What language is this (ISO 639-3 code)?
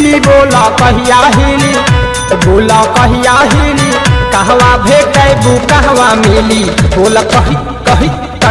bho